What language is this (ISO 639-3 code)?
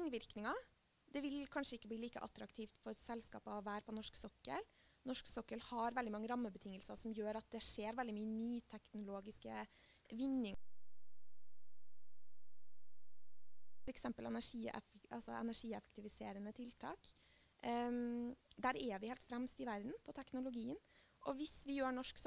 nor